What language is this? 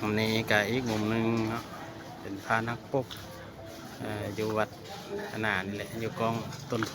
Lao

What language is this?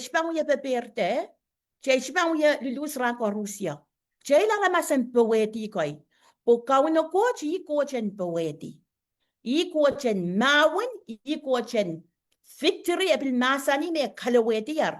Pohnpeian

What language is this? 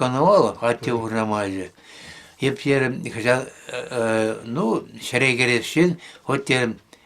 Chuvash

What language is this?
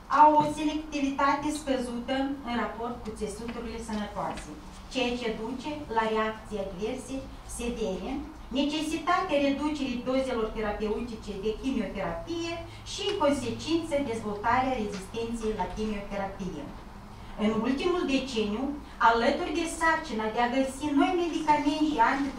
Romanian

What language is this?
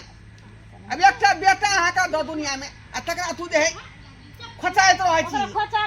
Maithili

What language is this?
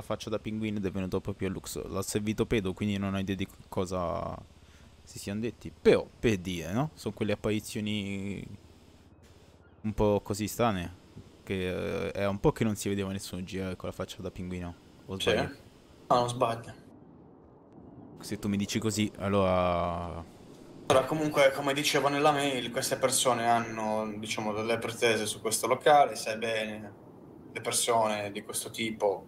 Italian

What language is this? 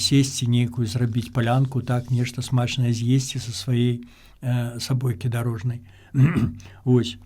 Belarusian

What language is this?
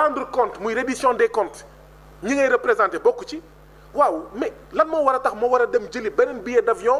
Wolof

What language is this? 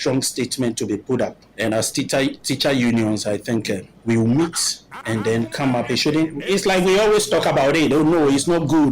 Akan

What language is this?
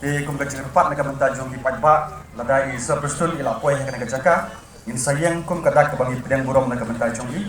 Khasi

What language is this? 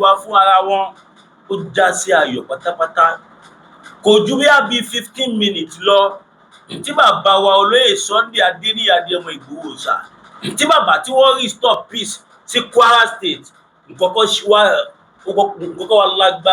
Yoruba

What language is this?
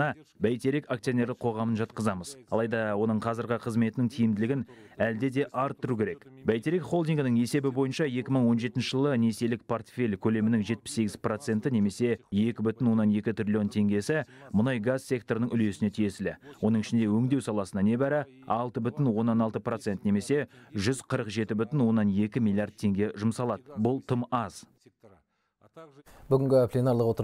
Kazakh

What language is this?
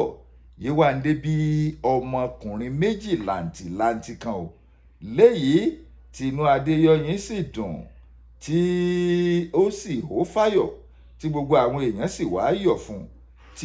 Yoruba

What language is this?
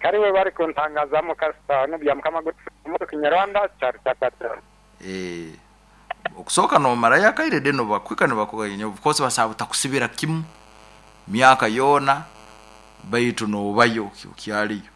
Nyoro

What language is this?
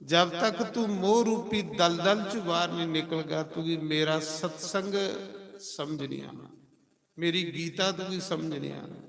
Dogri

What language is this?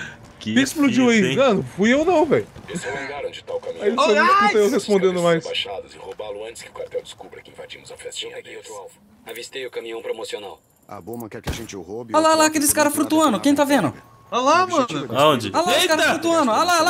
Portuguese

